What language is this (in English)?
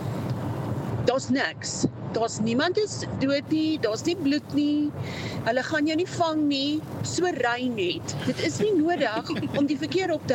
Afrikaans